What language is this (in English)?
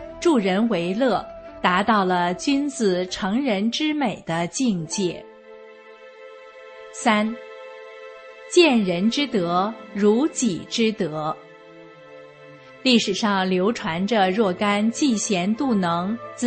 Chinese